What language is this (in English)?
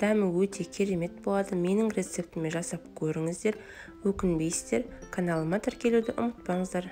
Kazakh